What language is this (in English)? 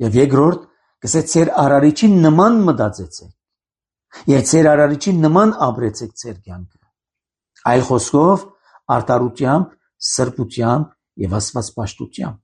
Armenian